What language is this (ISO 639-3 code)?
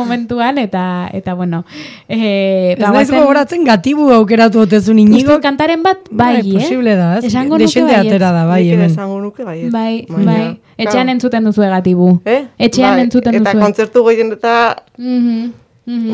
eus